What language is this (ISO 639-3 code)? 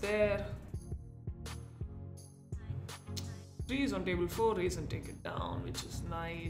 eng